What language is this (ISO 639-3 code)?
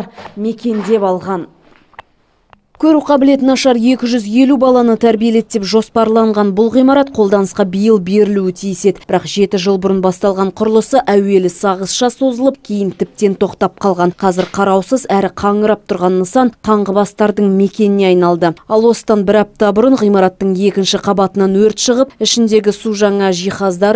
kaz